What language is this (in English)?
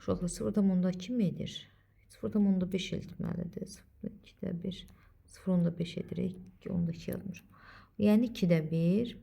Azerbaijani